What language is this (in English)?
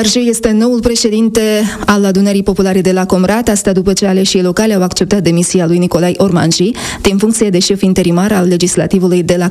Romanian